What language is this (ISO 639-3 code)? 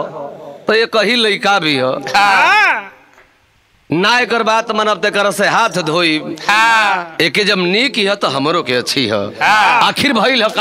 bho